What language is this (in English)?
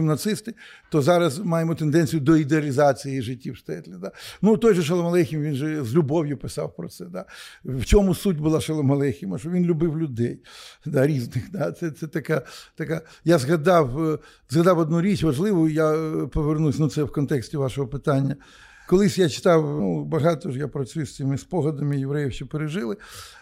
Ukrainian